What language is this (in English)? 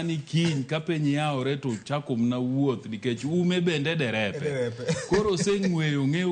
Luo (Kenya and Tanzania)